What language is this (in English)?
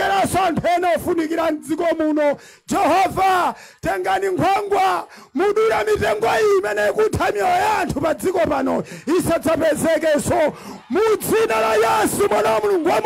Nyanja